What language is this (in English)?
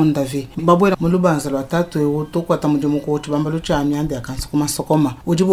Luba-Lulua